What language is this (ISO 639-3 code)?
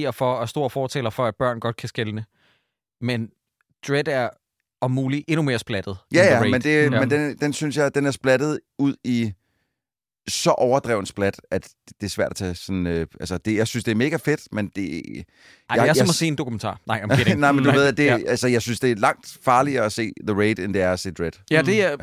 dan